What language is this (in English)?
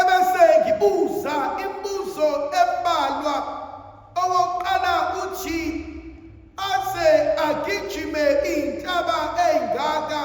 Zulu